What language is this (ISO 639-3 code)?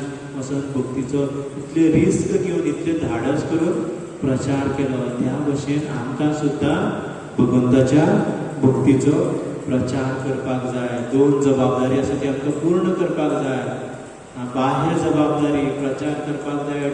kok